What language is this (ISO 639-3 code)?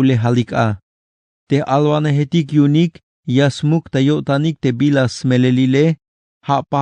tzh